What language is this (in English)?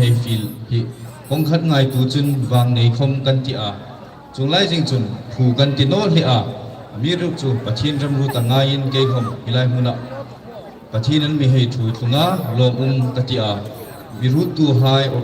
Hmar